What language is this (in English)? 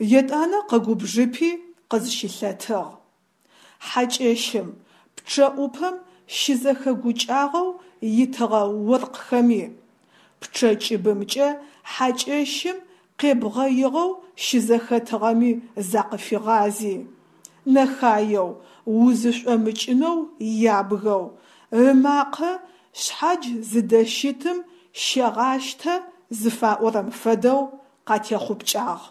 Adyghe